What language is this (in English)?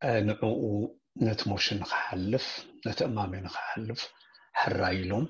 Tigrinya